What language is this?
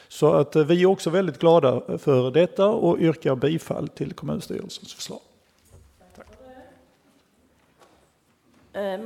Swedish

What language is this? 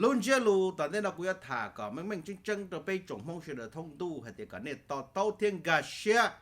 Hmong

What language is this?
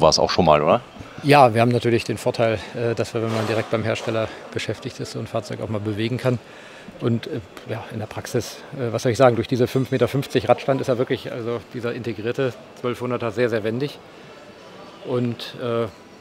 German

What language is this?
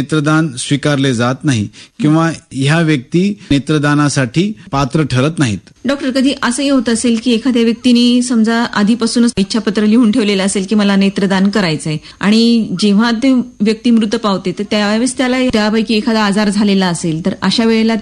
Marathi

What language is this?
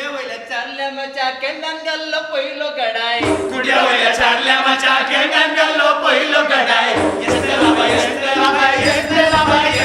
Konkani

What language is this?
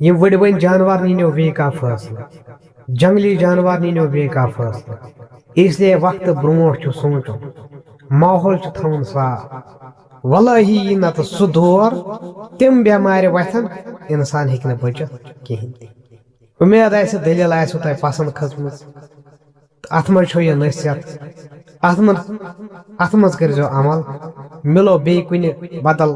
Kashmiri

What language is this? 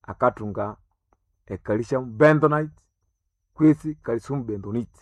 Nande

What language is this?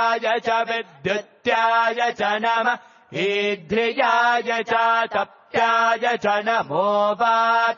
Sanskrit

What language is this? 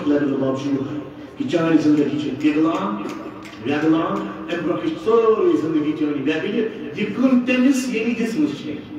Kashmiri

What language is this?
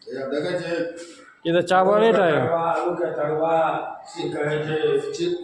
Maithili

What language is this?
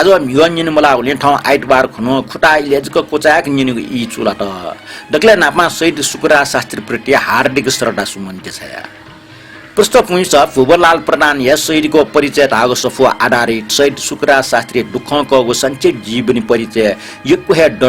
Newari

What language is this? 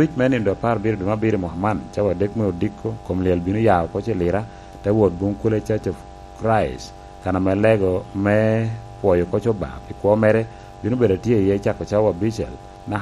Lango (Uganda)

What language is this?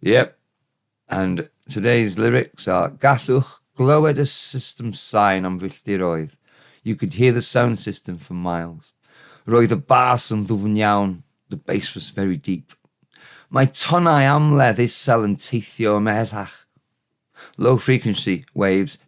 Welsh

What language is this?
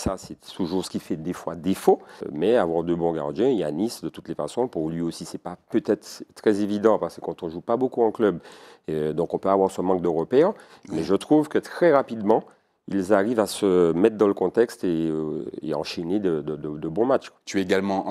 French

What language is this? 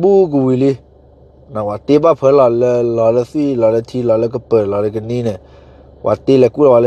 S'gaw Karen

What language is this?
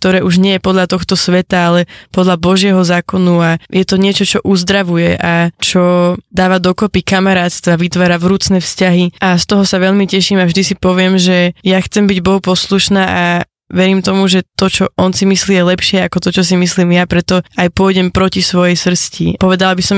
Slovak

